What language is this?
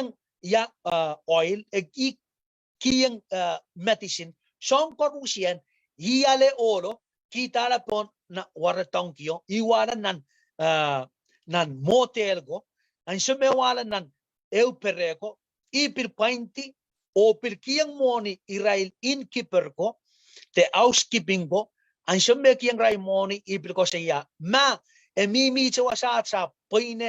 Pohnpeian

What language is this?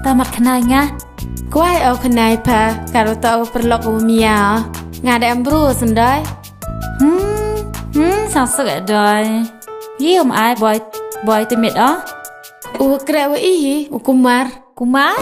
Khasi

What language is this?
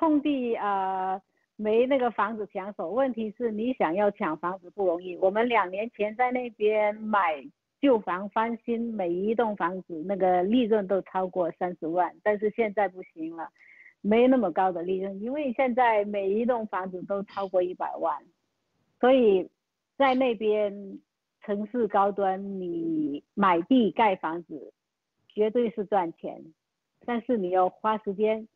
Chinese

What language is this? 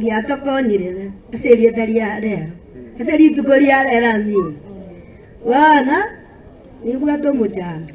Gusii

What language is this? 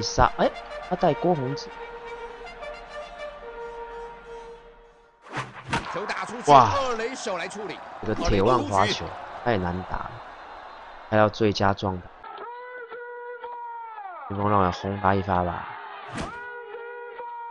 Chinese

